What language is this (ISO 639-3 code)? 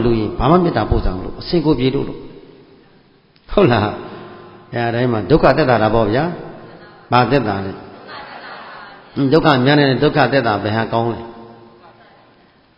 mya